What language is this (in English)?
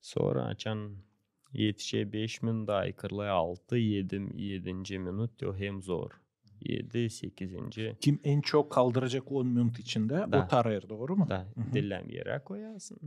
Gagauz